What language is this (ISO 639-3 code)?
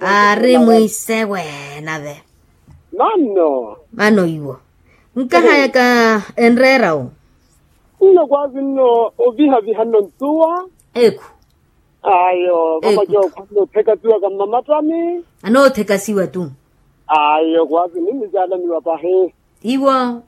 vmw